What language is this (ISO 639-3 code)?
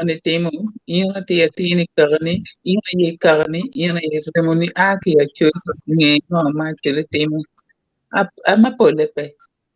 ach